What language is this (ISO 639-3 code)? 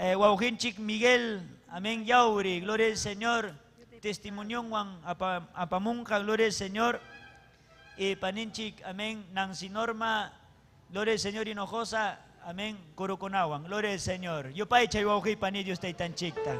quy